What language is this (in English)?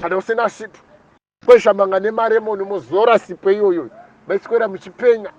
Shona